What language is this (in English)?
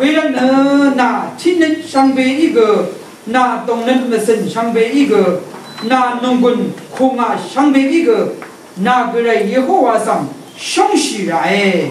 Rawang